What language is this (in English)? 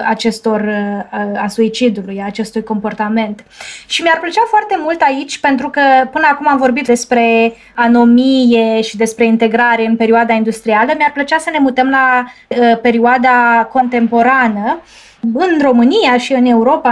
Romanian